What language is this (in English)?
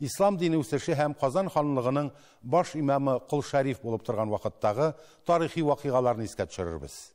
Tatar